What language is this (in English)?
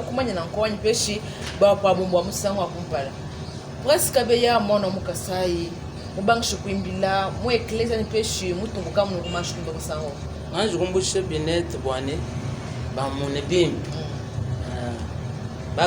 Luba-Lulua